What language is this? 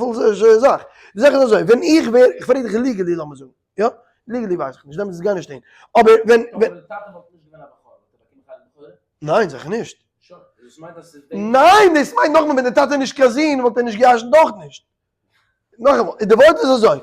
Yiddish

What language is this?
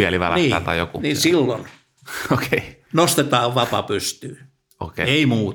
Finnish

